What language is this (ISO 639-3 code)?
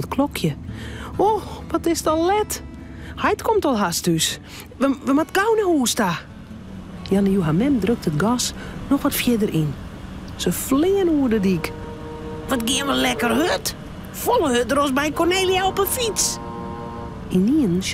fry